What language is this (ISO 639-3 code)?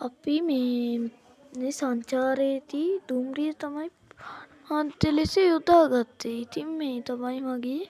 sin